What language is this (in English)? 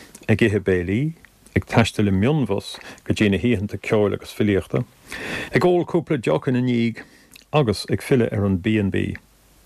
Irish